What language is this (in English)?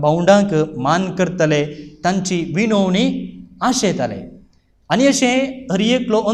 Konkani